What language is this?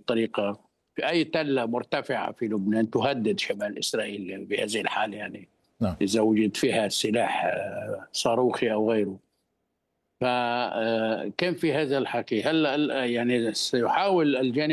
Arabic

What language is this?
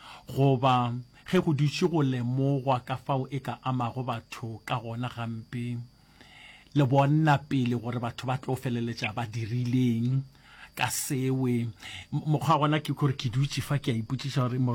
Northern Sotho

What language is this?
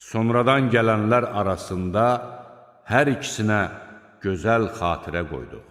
Azerbaijani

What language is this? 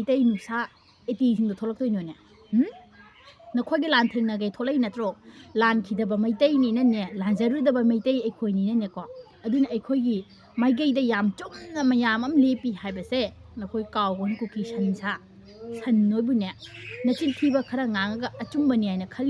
Manipuri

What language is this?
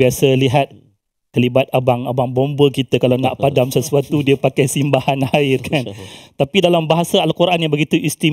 Malay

